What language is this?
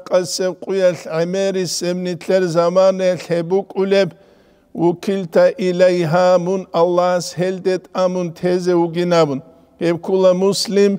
Avaric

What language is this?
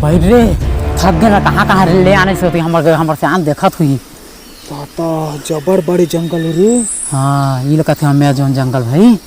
Chhattisgarhi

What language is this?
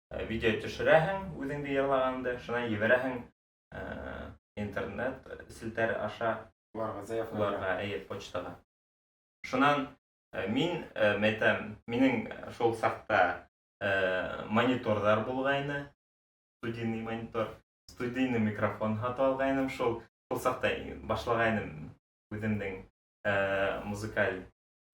Bashkir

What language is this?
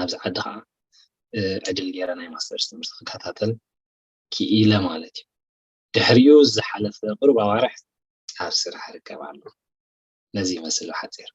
Tigrinya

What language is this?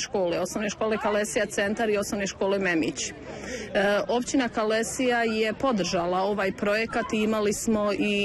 Bosnian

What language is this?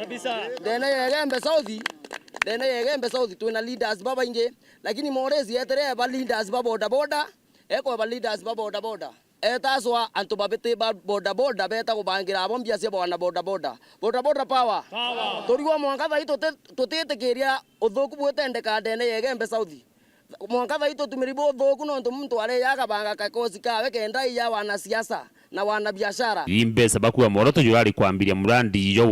Meru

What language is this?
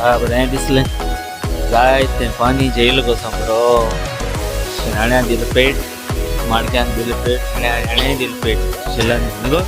Konkani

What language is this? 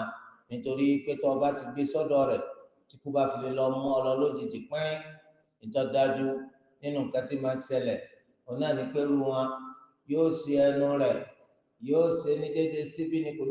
Yoruba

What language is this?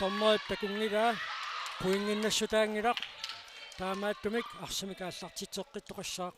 Kalaallisut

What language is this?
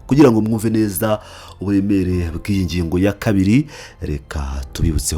Kinyarwanda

